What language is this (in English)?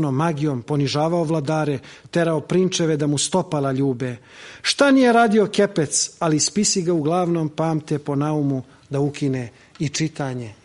Serbian